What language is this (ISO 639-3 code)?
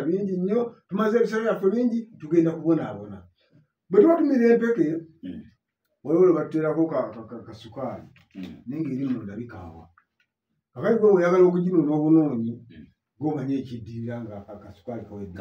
lug